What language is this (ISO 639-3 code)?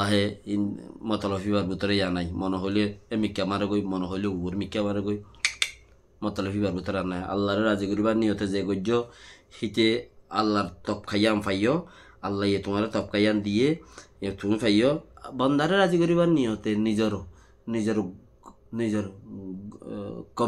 rhg